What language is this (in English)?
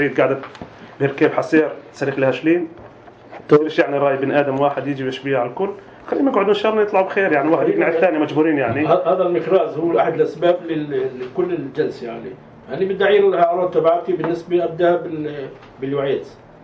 North Levantine Arabic